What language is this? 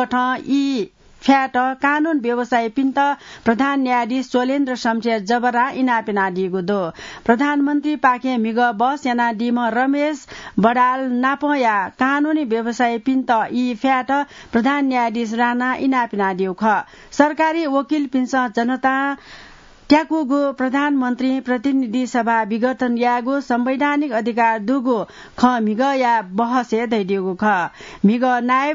Newari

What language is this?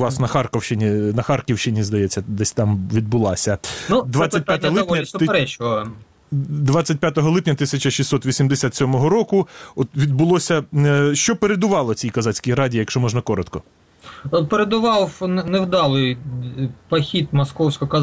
Ukrainian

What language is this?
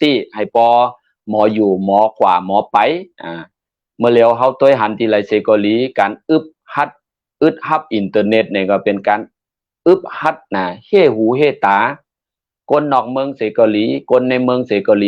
Shan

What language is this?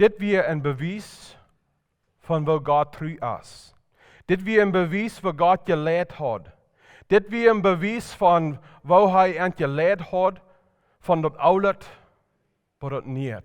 Plautdietsch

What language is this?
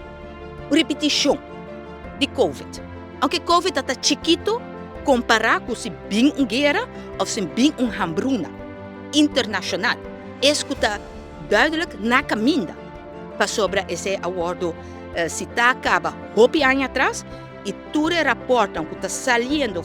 Papiamento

